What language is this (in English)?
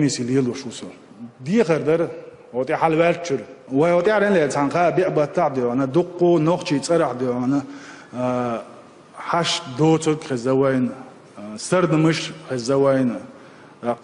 Chechen